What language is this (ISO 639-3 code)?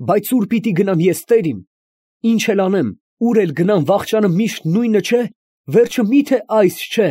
hye